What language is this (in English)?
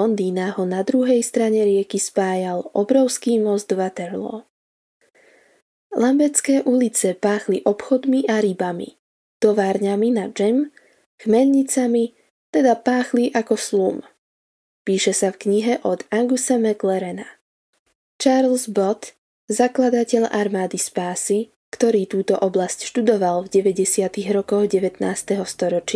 Slovak